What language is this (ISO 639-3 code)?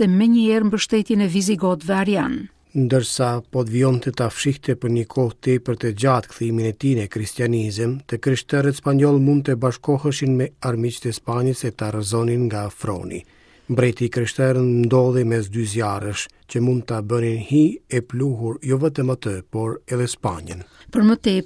sqi